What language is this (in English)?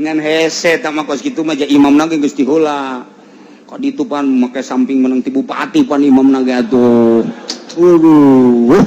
Sundanese